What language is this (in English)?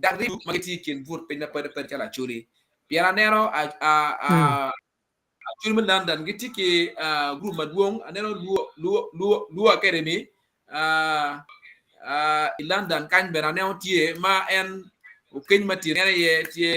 Acoli